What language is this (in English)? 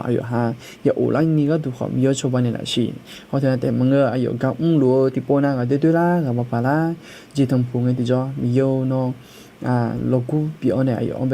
Akha